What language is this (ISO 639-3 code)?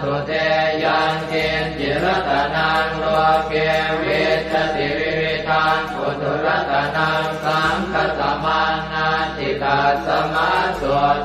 pli